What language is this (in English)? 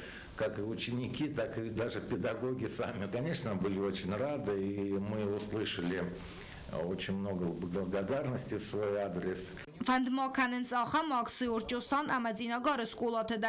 Ossetic